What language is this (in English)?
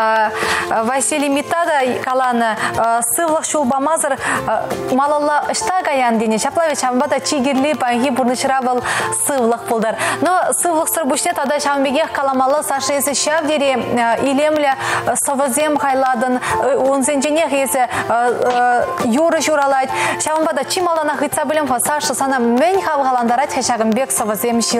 Chuvash